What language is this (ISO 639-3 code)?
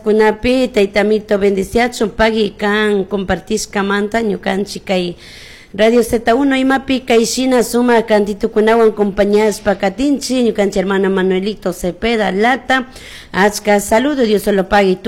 qug